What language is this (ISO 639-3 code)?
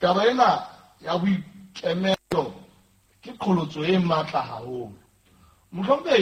sot